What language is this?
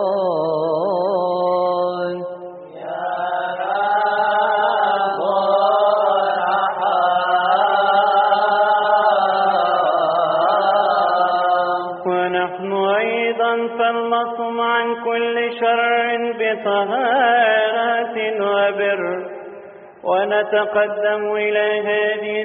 Egyptian Arabic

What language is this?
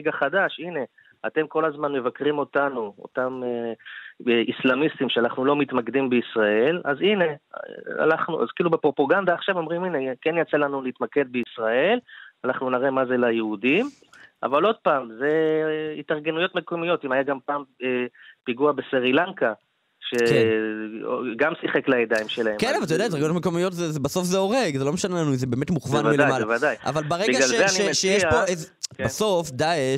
Hebrew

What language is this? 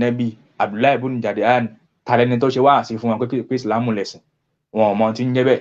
Yoruba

